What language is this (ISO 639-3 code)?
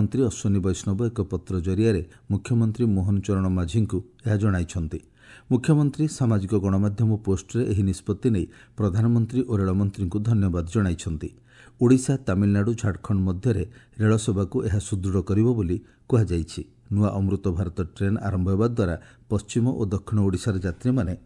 ori